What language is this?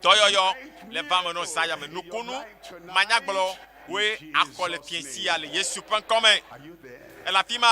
Ewe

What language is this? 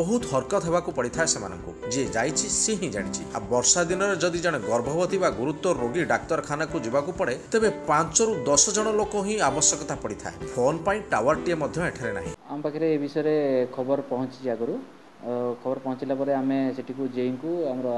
Odia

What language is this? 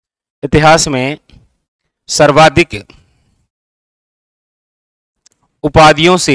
Hindi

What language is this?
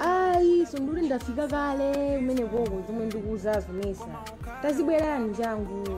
Nyanja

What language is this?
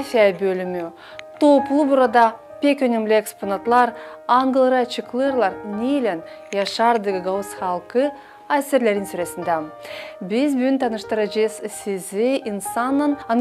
Gagauz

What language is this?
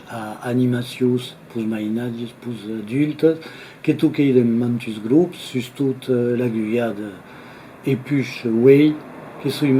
Occitan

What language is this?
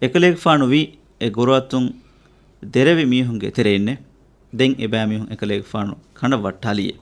Divehi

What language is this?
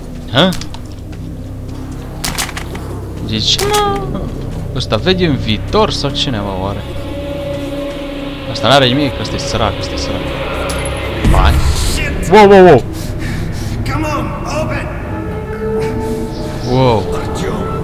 Romanian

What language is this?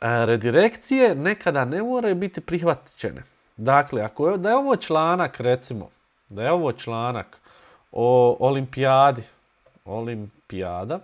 Bosnian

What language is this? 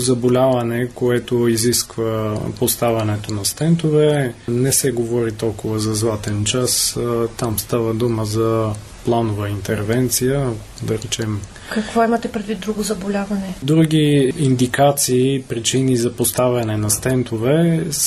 Bulgarian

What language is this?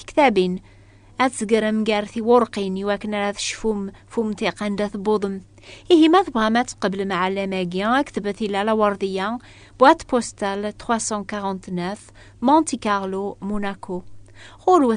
Kabyle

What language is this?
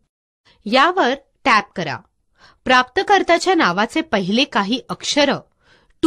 Marathi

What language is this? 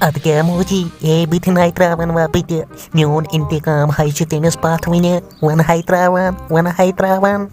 Kashmiri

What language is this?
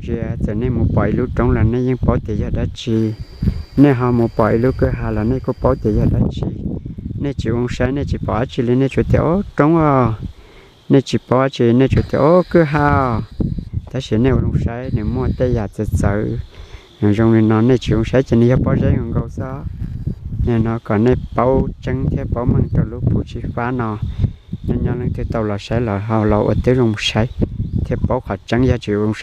Hmong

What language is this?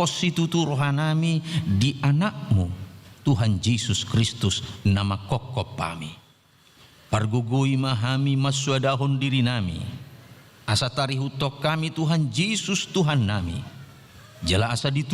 Batak Toba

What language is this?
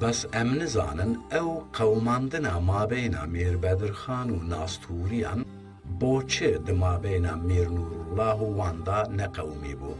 Kurdish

